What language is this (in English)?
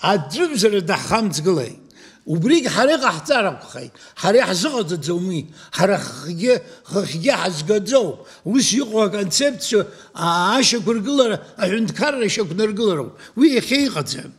Abkhazian